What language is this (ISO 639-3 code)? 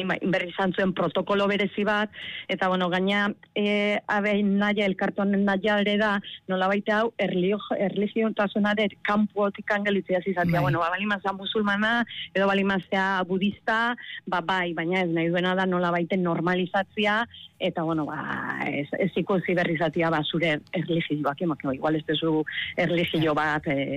eus